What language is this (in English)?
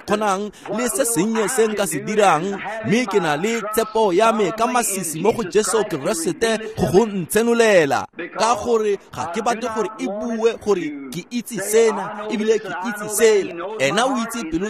Tswana